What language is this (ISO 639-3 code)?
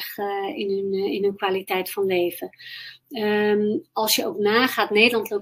nld